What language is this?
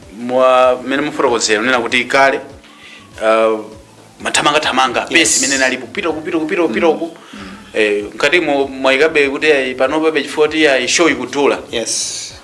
Nyanja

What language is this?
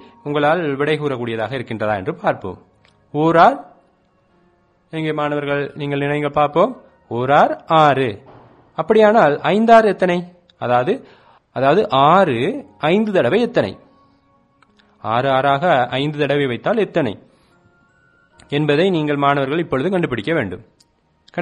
Tamil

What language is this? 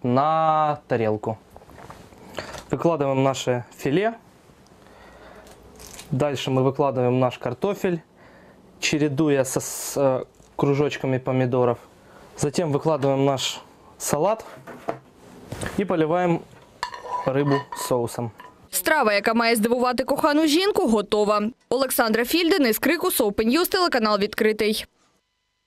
Ukrainian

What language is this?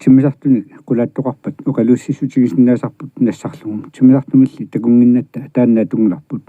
Kalaallisut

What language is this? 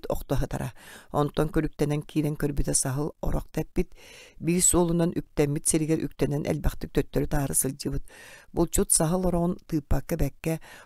Yakut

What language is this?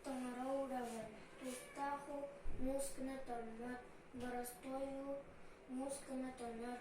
Yakut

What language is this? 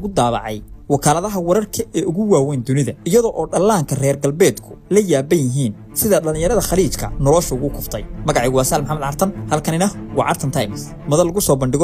Somali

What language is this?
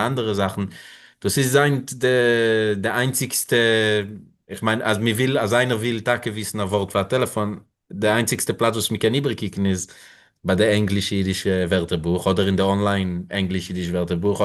Yiddish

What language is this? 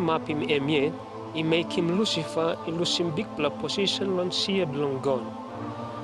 Tok Pisin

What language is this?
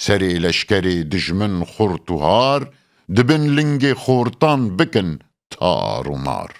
Kurdish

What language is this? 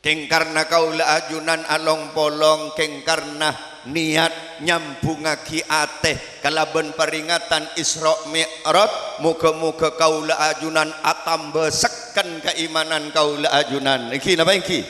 Madurese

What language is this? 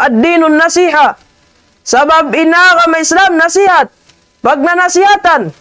Tausug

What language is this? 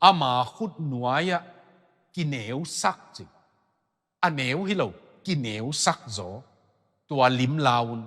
Tedim Chin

